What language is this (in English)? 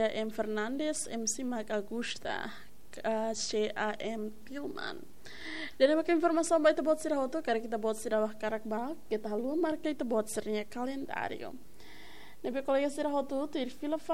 Tetum